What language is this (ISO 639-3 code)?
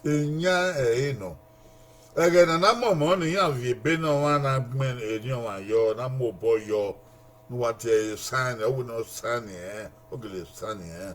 bin